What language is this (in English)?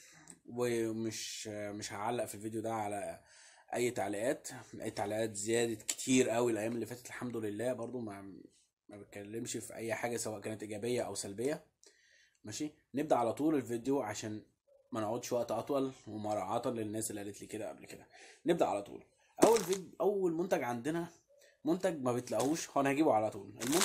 Egyptian Arabic